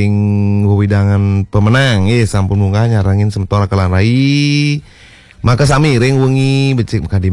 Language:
Balinese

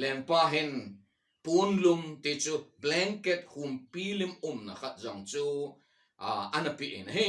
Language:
Thado Chin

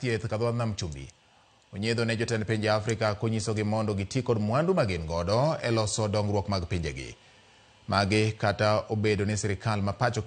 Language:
Luo (Kenya and Tanzania)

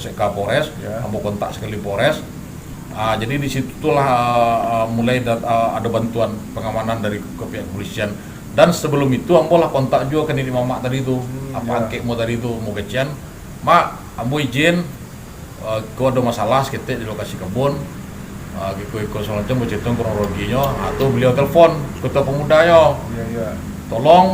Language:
Minangkabau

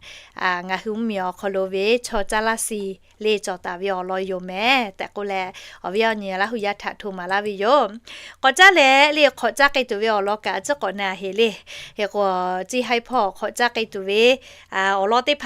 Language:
Lahu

